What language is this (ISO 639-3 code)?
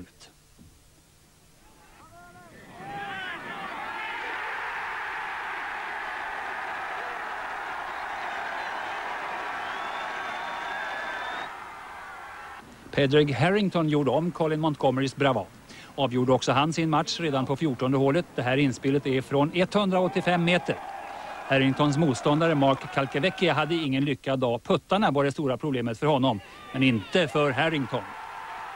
swe